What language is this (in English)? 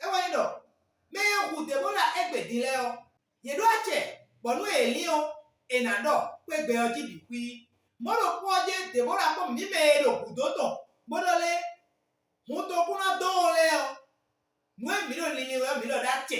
Fon